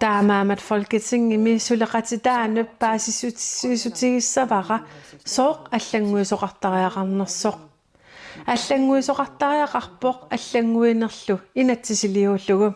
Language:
Kalaallisut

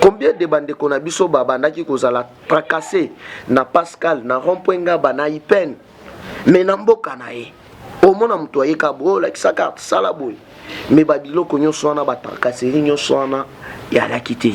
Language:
Lingala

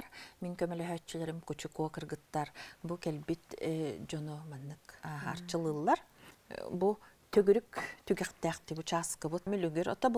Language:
Yakut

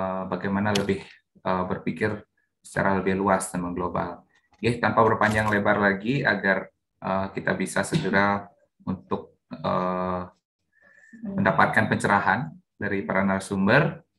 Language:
Indonesian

